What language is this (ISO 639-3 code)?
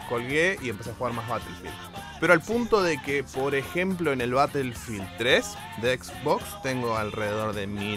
spa